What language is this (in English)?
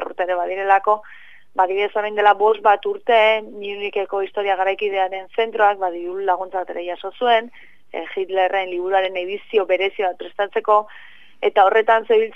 Basque